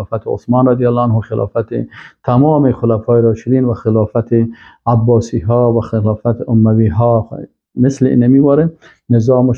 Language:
Persian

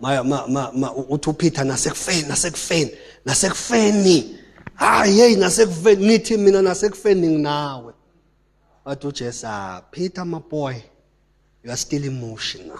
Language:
Zulu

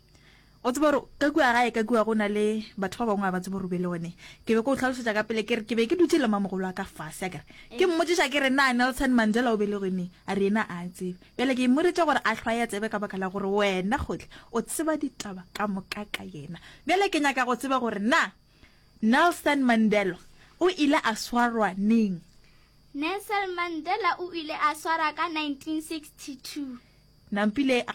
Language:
Northern Sotho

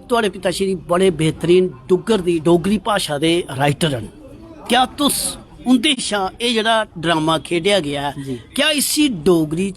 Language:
Dogri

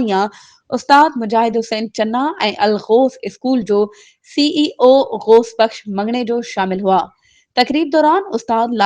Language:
Sindhi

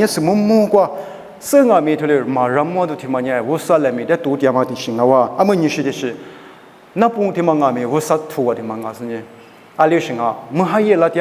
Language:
Lisu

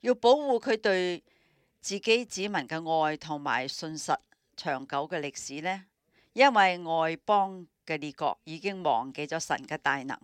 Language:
Cantonese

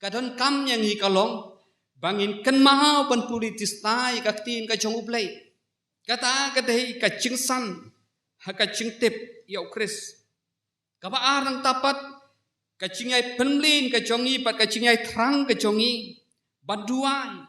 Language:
Khasi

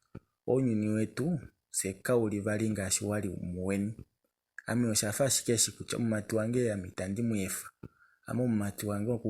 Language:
Kuanyama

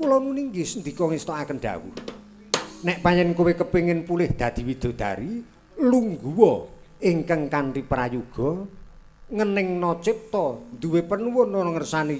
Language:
Javanese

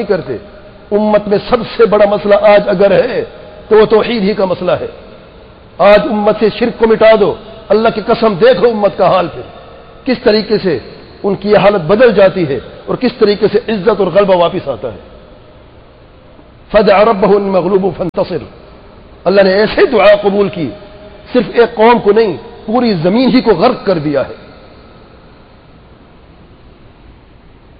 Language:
Urdu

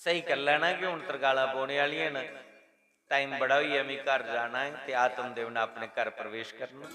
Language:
Dogri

